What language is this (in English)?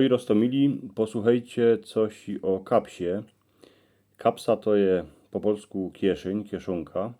Silesian